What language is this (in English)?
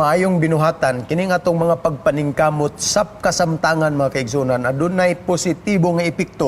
Cebuano